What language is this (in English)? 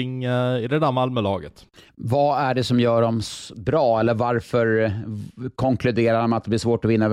Swedish